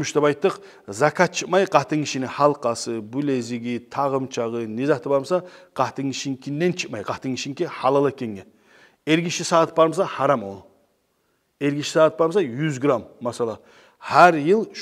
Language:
Kumyk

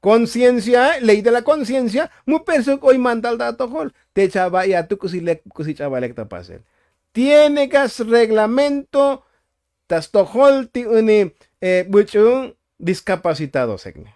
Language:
Tzotzil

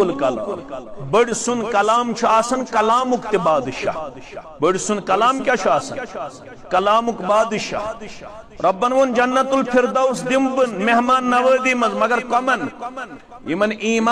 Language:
Kashmiri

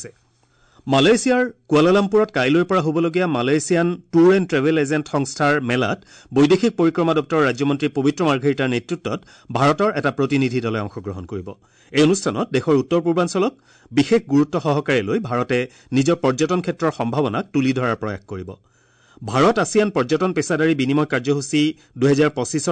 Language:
Assamese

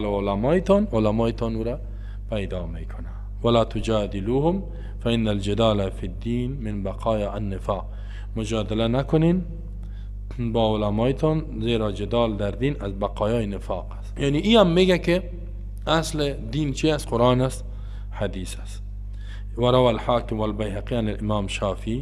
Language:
Persian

